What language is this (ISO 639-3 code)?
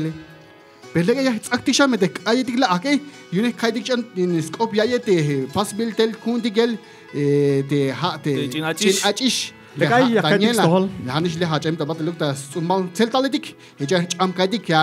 tzh